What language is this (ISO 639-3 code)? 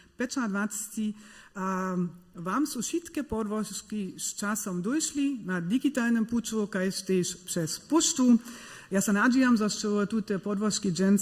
hsb